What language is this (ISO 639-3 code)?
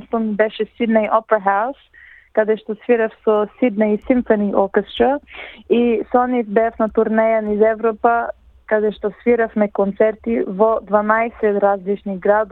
mkd